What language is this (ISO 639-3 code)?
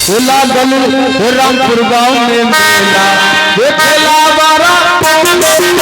mai